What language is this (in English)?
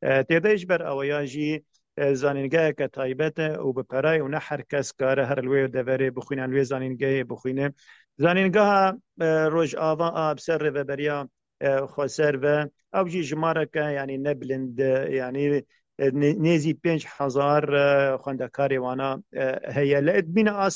Kurdish